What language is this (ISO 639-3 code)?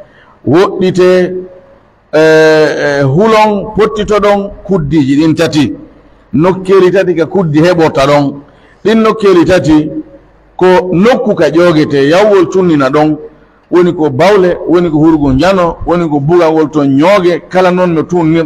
fuf